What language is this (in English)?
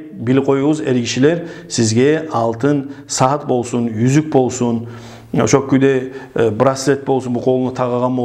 Kumyk